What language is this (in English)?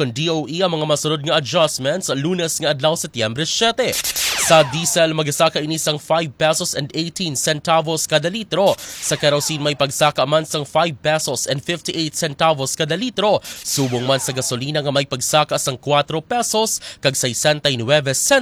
Hiligaynon